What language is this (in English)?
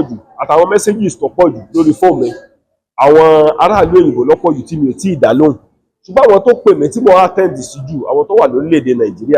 Yoruba